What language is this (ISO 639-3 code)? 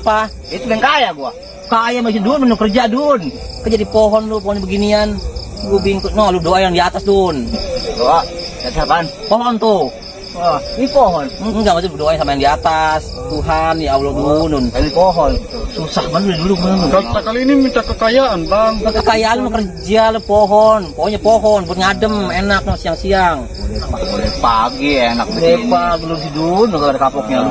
bew